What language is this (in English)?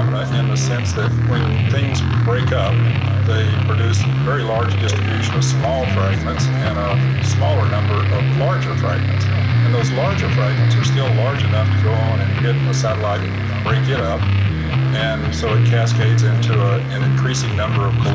English